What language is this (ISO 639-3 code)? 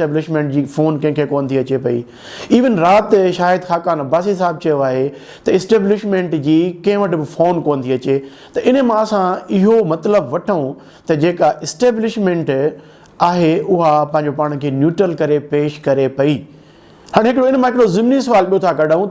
snd